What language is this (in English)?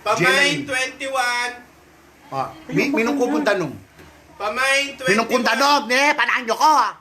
Pampanga